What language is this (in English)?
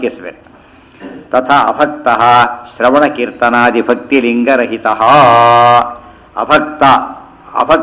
Kannada